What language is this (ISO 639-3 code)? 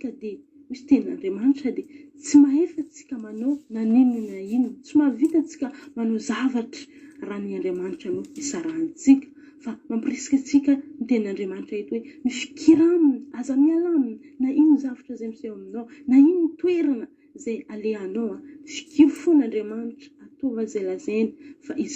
mlg